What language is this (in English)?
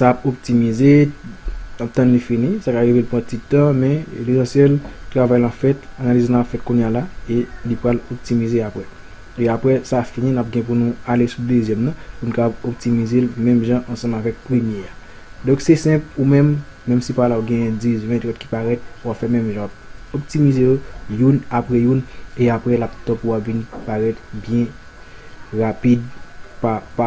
Haitian Creole